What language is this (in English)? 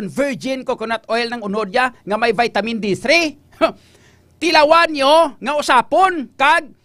Hiligaynon